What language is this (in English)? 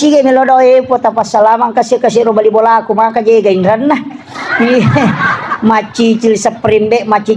Buginese